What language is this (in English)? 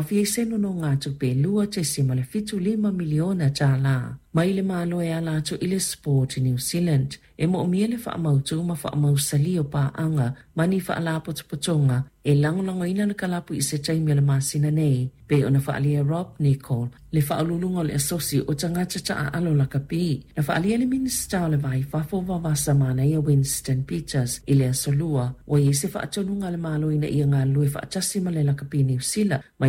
Samoan